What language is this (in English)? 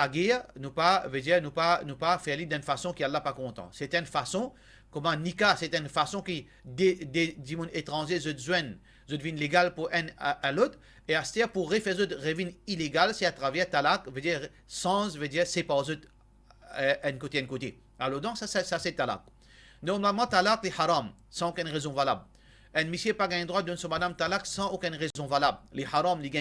Morisyen